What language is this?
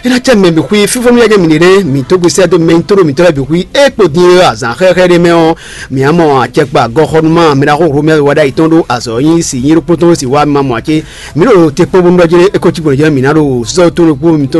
Fon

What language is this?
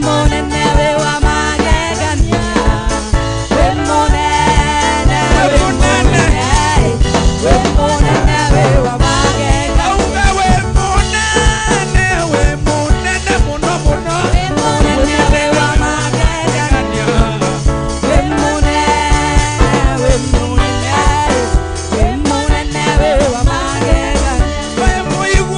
Swahili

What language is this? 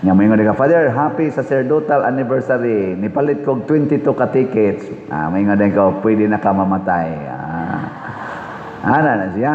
Cebuano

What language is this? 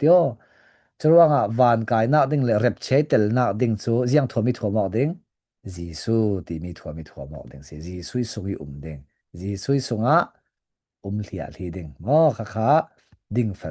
Falam Chin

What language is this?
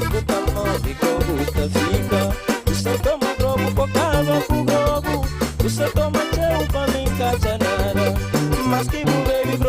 Kabuverdianu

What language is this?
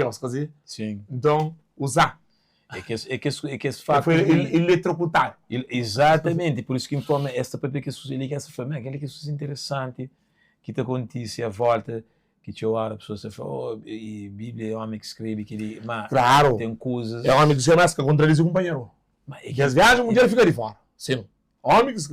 Kabuverdianu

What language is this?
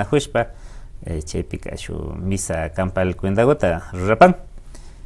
Imbabura Highland Quichua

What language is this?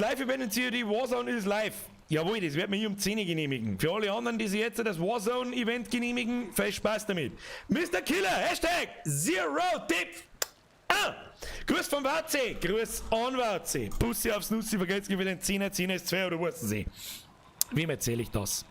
Bavarian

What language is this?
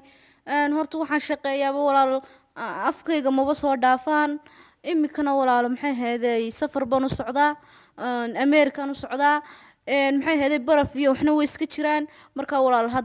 Somali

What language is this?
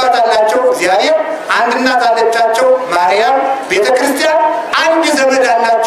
Amharic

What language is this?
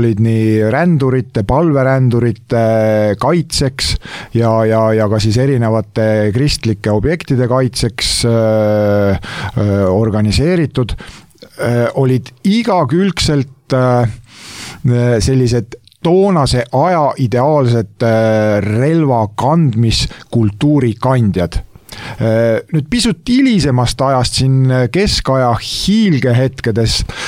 Estonian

